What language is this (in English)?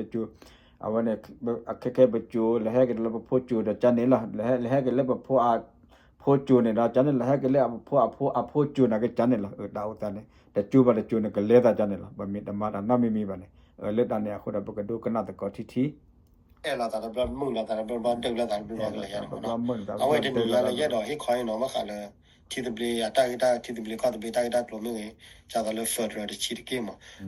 S'gaw Karen